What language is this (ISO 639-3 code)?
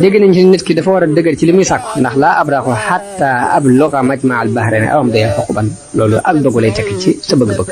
wol